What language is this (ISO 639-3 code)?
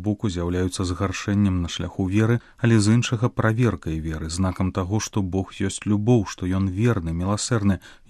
bel